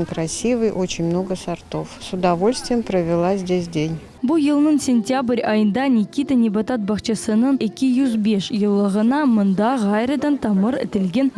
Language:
Crimean Tatar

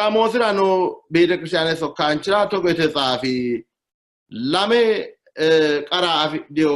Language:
Sidamo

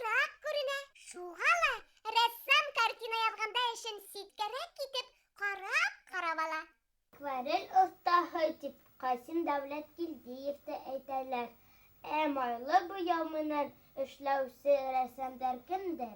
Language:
Bashkir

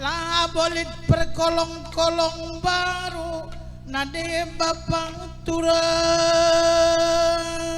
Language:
Batak Karo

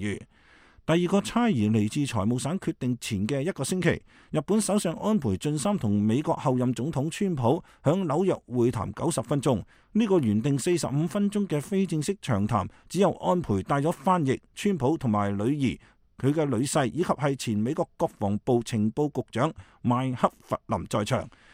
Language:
Cantonese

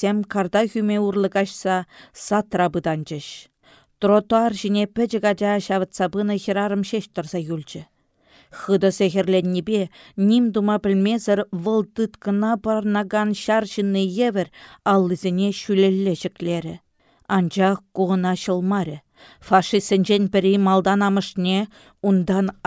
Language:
Chuvash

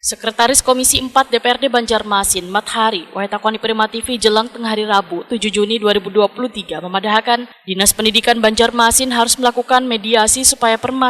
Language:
Banjar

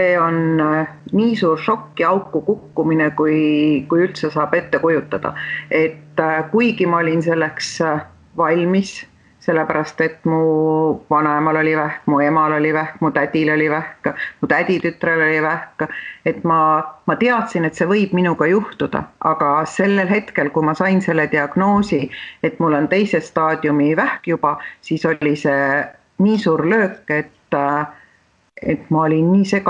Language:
Estonian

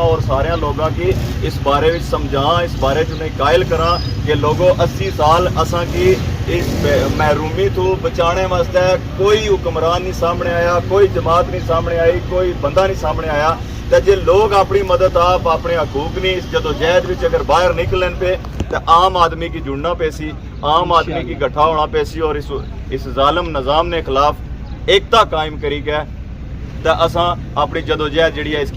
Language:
Pahari-Potwari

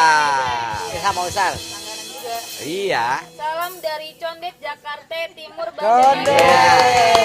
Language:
Betawi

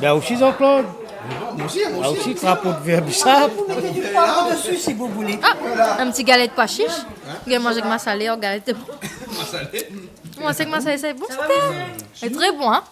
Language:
Réunion Creole French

